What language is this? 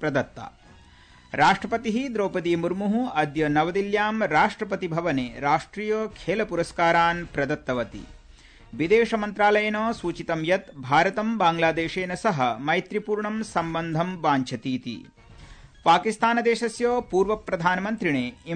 Sanskrit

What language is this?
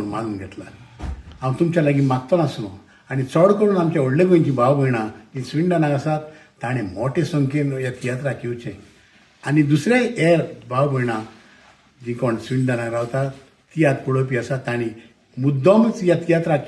Konkani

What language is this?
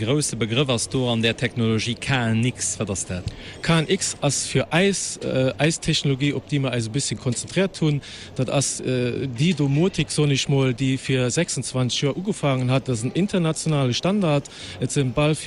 Luxembourgish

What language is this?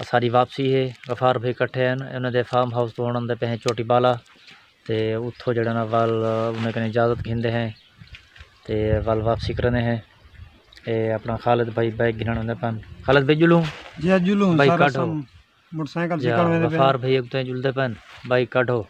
Saraiki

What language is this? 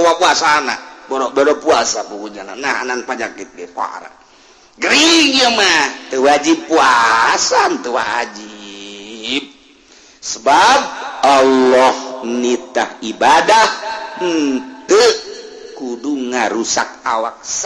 Sundanese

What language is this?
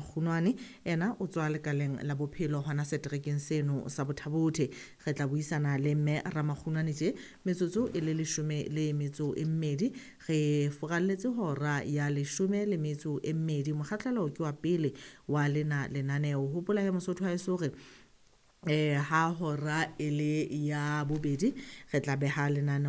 Southern Sotho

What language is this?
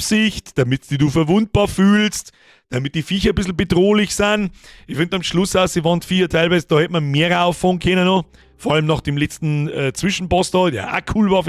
Bavarian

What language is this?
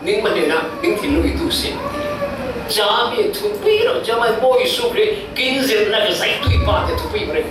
Falam Chin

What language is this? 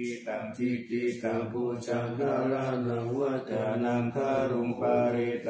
Pali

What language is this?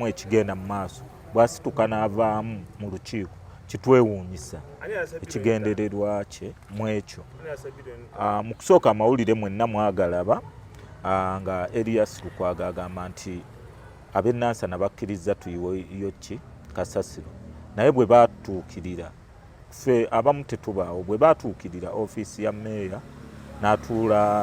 Ganda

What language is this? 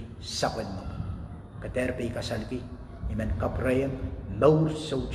Pohnpeian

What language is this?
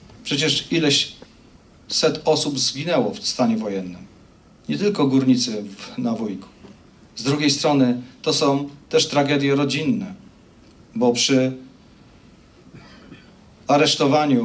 Polish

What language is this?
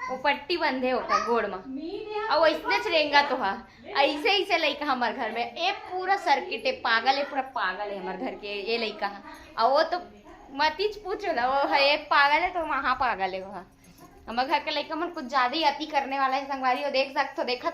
Chhattisgarhi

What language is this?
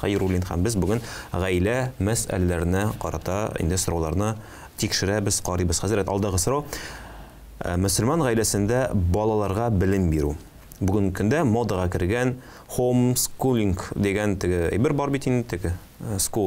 Tatar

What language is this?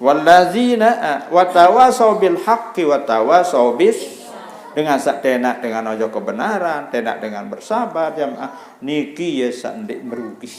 Sasak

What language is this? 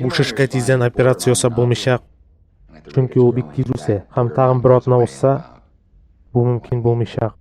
Tatar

